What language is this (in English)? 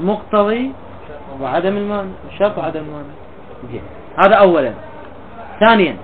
Mesopotamian Arabic